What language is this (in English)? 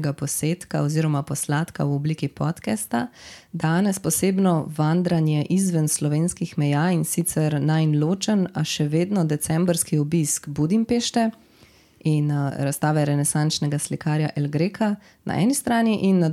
Slovenian